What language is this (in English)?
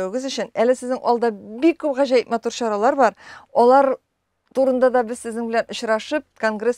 Tatar